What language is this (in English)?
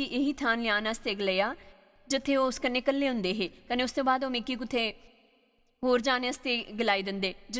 Dogri